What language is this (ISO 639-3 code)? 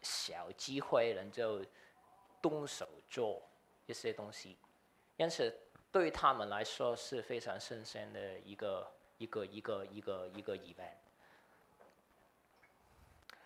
zho